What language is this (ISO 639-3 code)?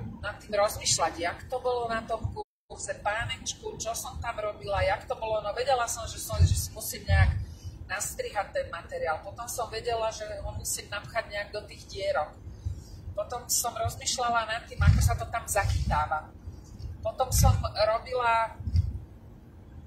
slk